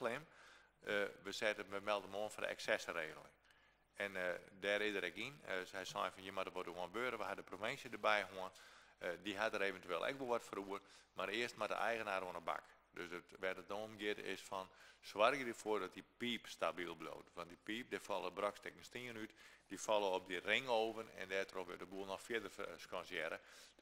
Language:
Western Frisian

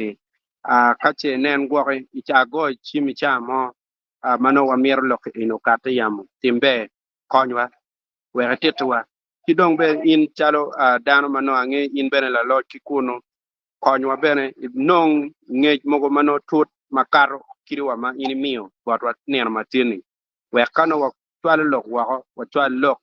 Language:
Acoli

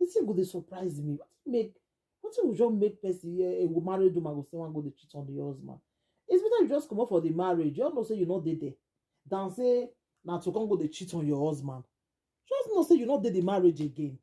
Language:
Nigerian Pidgin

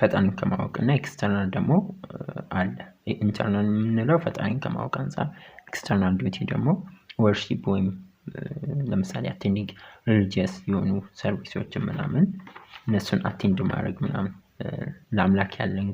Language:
Amharic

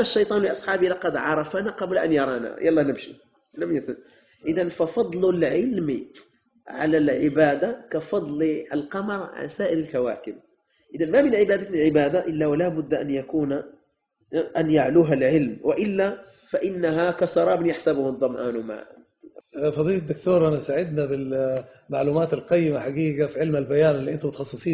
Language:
Arabic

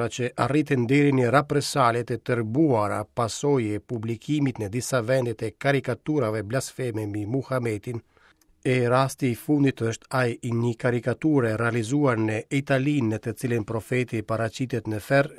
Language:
Albanian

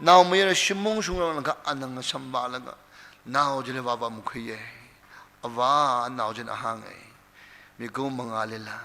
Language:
Tangkhul Naga (India)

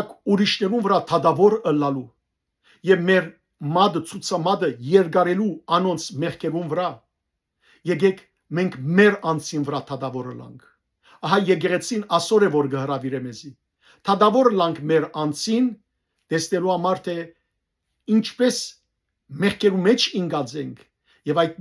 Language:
Western Armenian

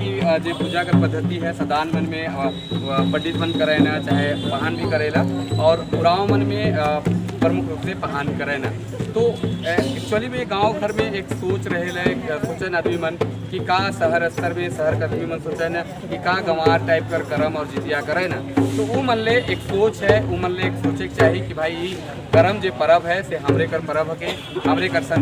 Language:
Sadri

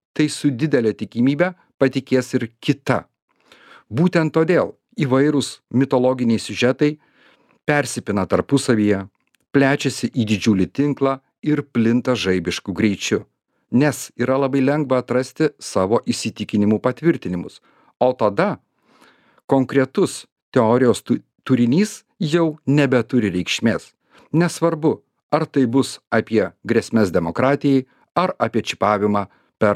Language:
Lithuanian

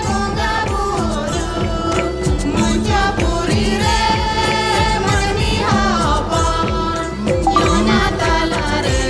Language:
Santali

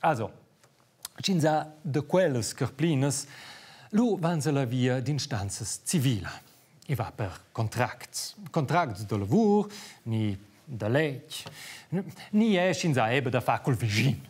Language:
Romansh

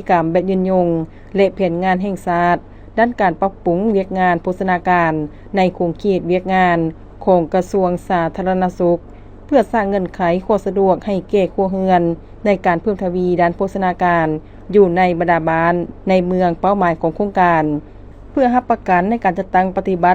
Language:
Lao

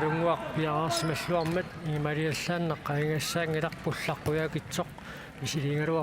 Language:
Kalaallisut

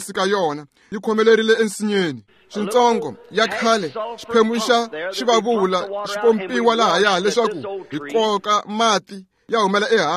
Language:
Tsonga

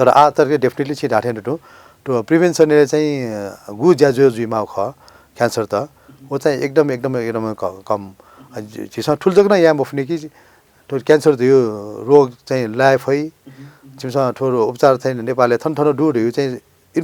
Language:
Newari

